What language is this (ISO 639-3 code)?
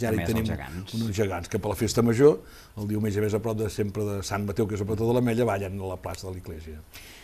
cat